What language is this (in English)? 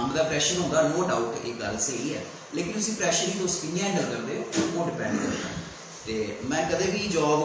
Dogri